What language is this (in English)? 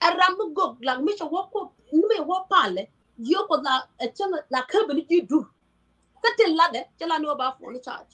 Nuer